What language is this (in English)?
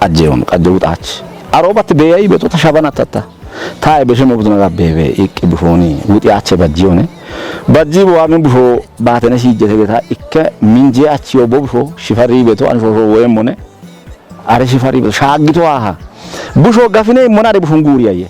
Kafa